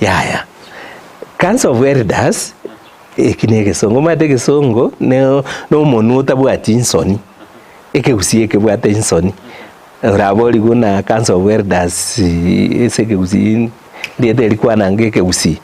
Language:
Gusii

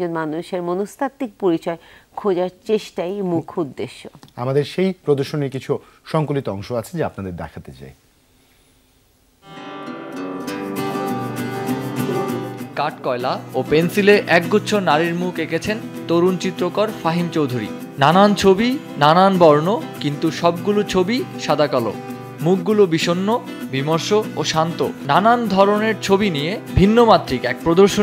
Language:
Bangla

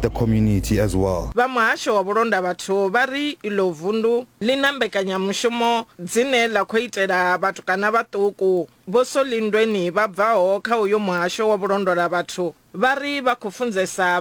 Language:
Venda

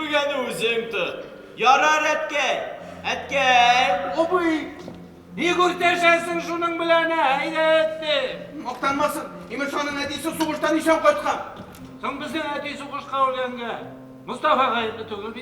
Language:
Tatar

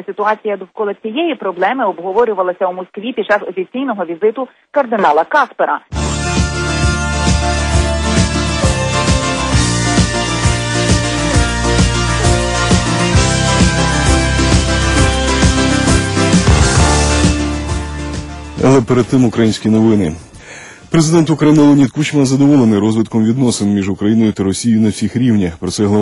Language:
Ukrainian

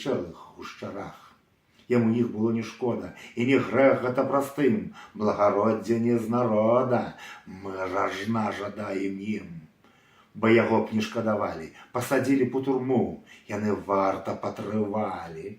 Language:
Belarusian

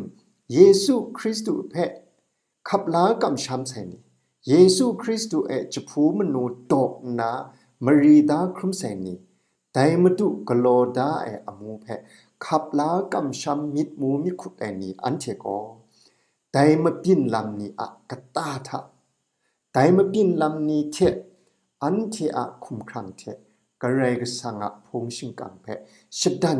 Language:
Kachin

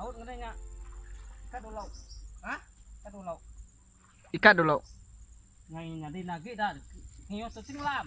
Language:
Iban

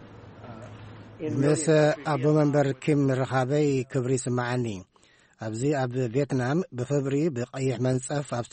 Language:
Tigrinya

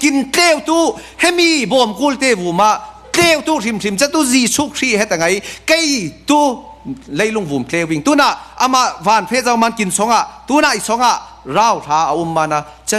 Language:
Falam Chin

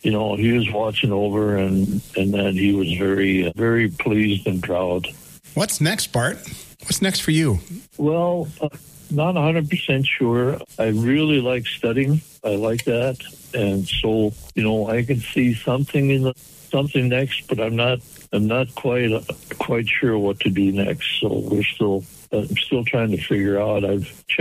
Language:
English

